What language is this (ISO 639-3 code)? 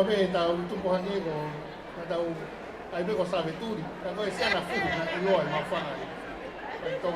ton